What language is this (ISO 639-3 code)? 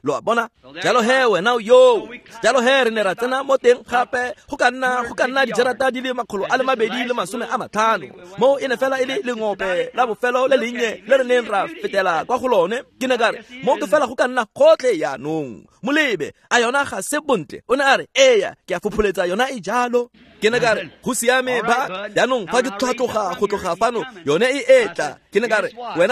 tsn